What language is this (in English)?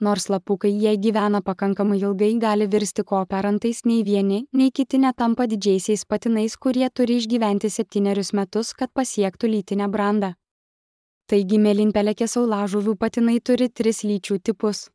Lithuanian